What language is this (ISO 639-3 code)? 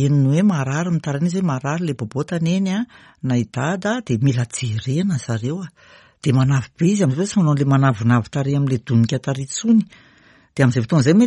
mlg